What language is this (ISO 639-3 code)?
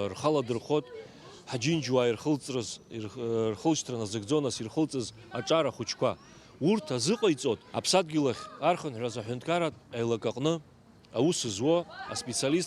abk